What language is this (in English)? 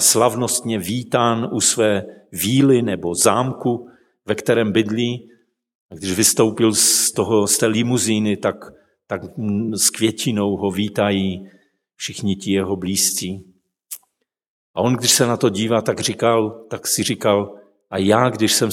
Czech